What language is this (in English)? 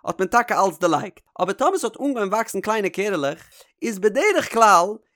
Yiddish